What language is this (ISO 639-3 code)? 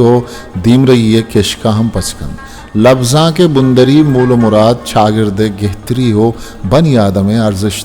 bgp